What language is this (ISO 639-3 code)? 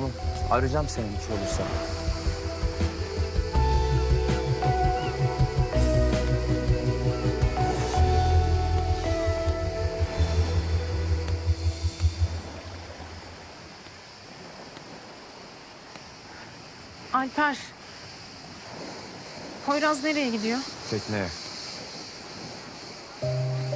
tur